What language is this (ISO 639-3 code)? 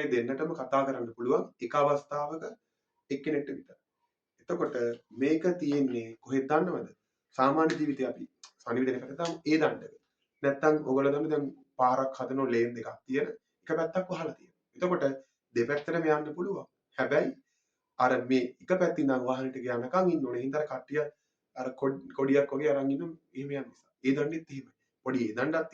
sin